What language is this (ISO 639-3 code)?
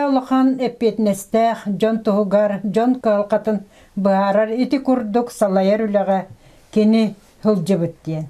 sah